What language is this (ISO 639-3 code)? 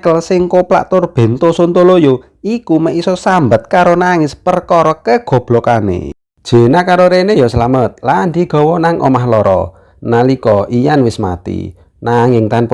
jav